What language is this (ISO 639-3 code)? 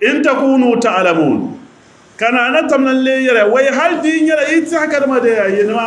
dag